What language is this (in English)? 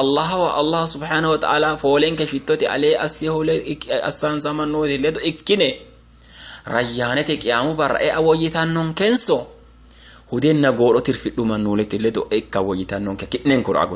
Sidamo